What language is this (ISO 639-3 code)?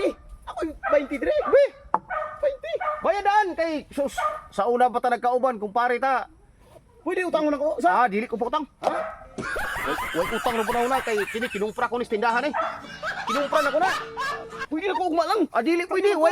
ceb